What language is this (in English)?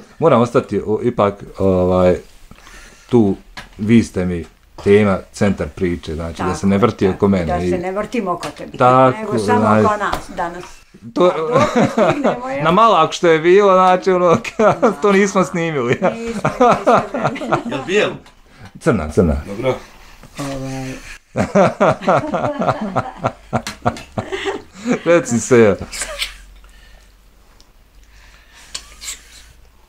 Bosnian